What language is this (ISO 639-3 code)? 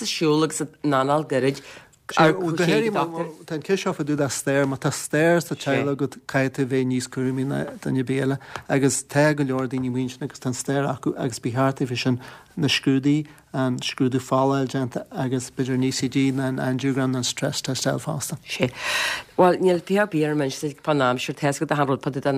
gle